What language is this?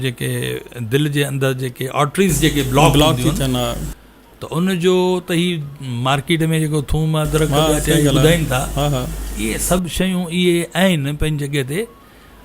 Sindhi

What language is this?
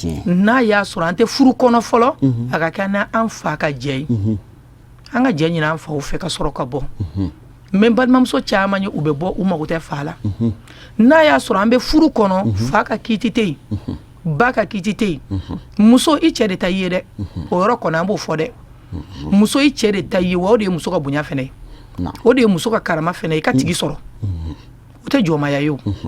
Bambara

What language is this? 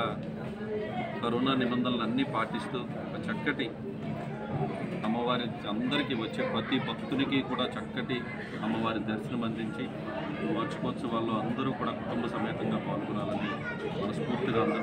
Telugu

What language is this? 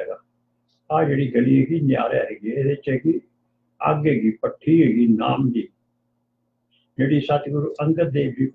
Punjabi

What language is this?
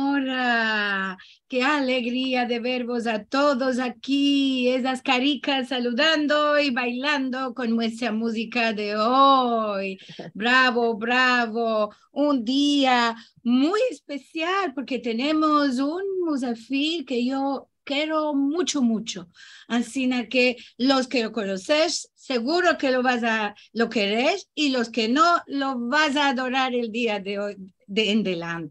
Ladino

